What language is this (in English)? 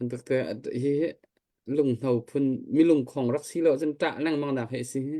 Hakha Chin